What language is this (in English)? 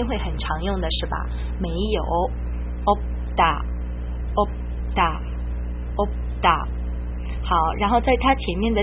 Chinese